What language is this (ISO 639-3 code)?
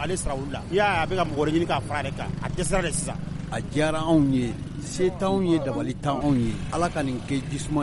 bam